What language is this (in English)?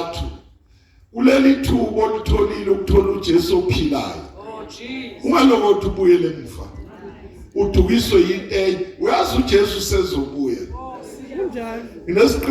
Zulu